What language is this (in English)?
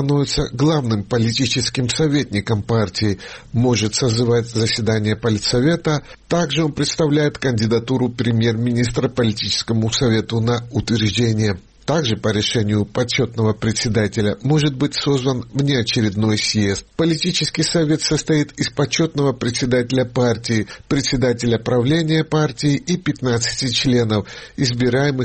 Russian